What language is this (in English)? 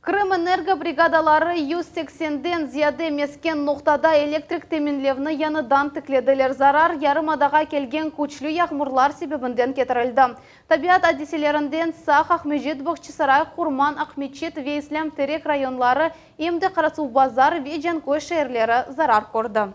Crimean Tatar